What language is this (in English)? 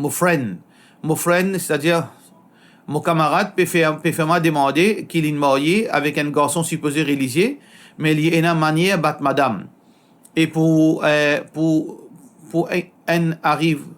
Morisyen